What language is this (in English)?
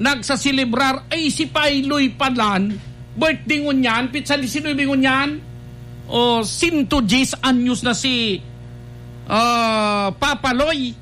Bikol